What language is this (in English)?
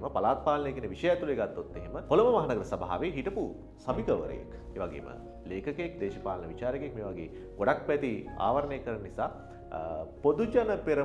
Sinhala